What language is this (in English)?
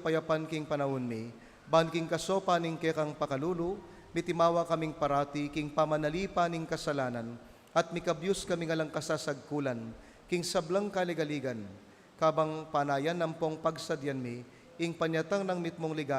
Pampanga